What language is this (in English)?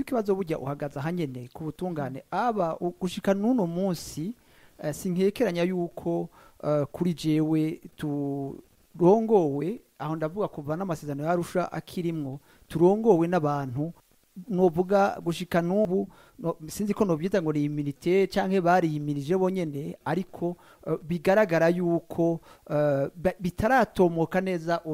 Rundi